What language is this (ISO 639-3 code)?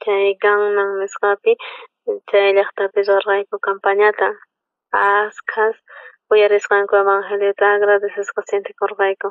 quh